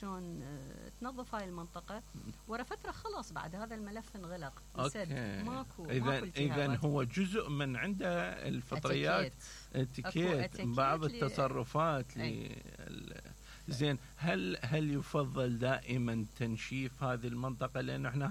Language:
Mesopotamian Arabic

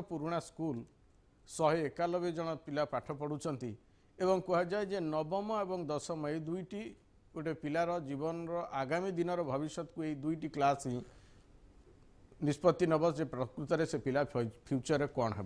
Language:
Odia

